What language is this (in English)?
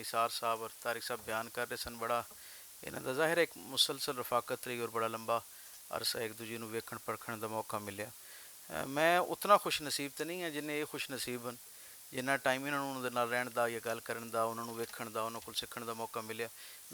Western Panjabi